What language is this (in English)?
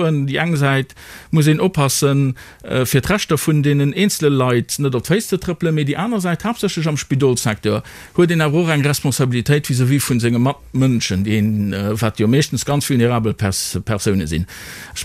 Luxembourgish